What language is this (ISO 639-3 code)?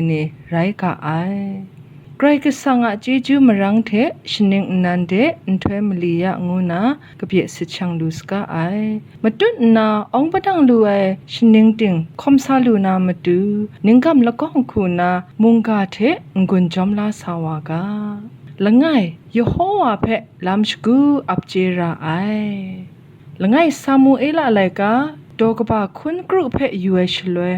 kac